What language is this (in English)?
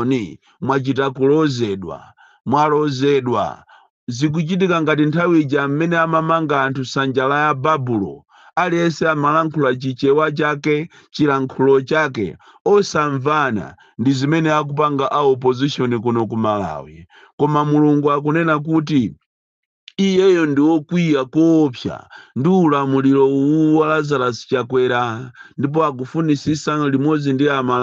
Nyanja